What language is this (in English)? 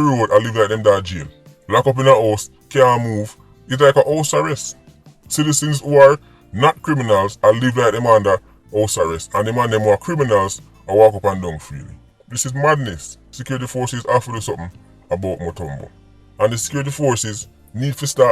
Jamaican Creole English